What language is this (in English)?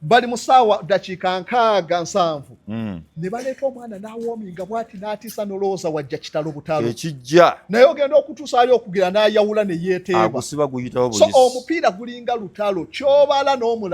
Ganda